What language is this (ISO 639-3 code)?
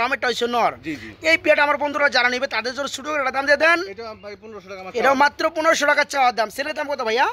ben